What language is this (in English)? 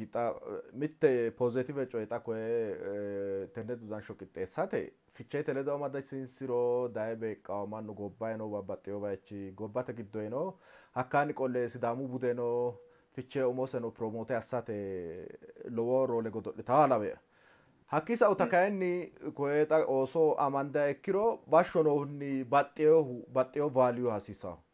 Sidamo